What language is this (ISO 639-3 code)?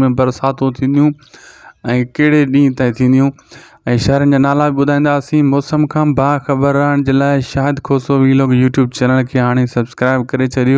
snd